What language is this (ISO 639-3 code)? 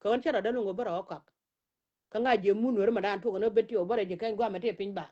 nus